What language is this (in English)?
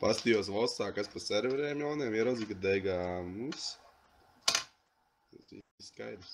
Latvian